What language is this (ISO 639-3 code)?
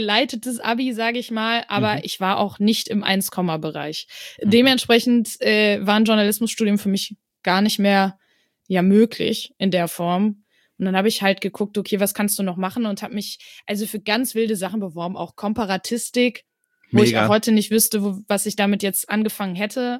deu